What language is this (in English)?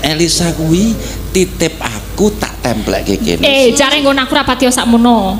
Javanese